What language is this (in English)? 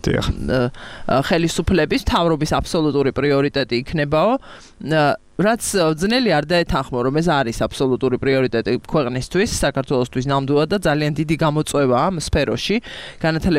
Georgian